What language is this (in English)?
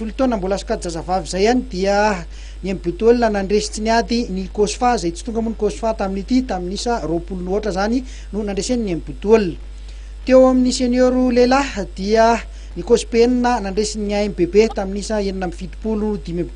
Malagasy